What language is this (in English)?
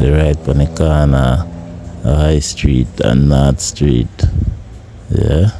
Jamaican Creole English